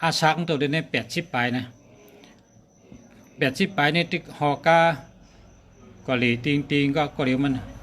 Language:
Shan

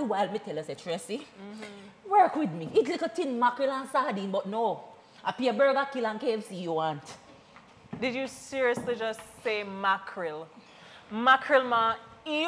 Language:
Jamaican Creole English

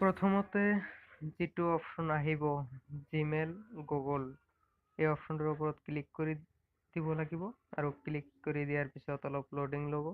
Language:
Assamese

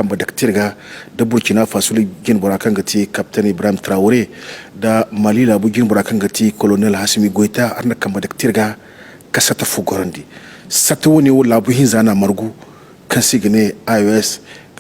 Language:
Zarma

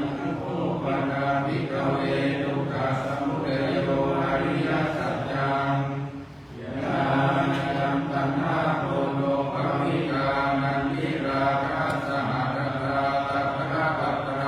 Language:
Pali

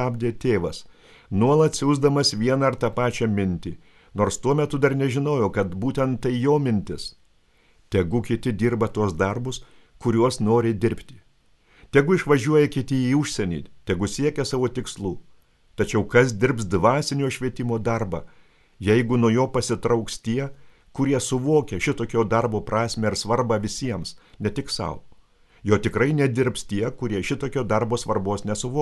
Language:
Lithuanian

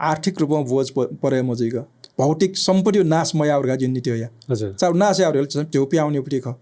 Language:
Newari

